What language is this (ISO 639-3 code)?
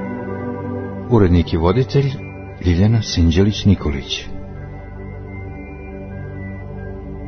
srp